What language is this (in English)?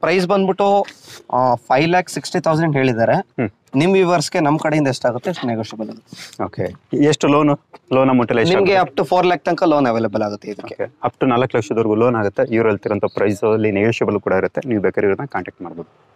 Kannada